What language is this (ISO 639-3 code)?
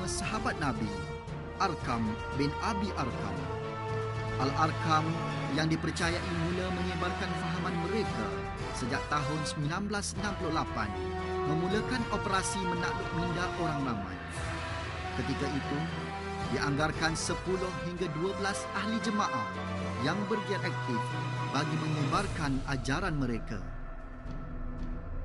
msa